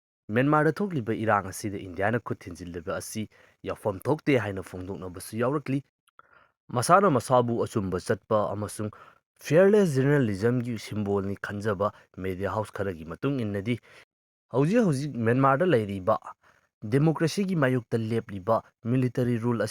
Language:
Manipuri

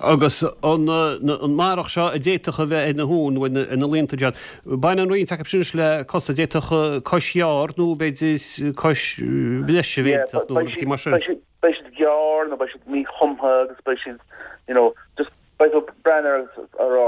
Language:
Irish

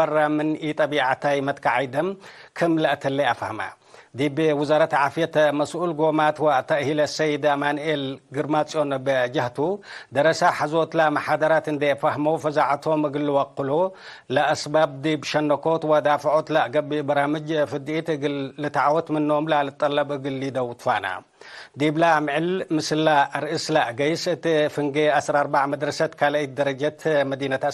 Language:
Tigre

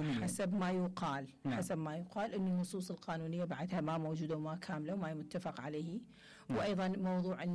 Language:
Mesopotamian Arabic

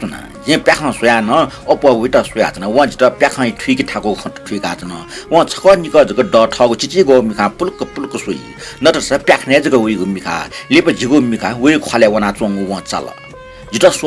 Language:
Newari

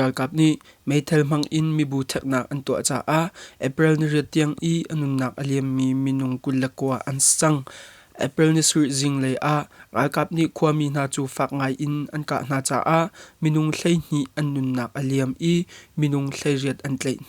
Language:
Hakha Chin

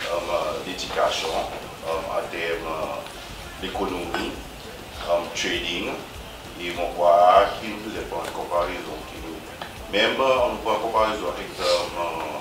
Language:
Seselwa Creole French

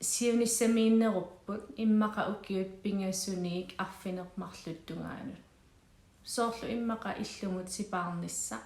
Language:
Kalaallisut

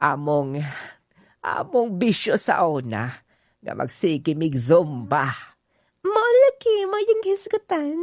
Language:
Cebuano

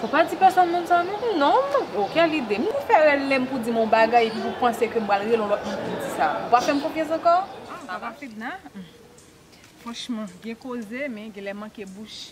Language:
Haitian Creole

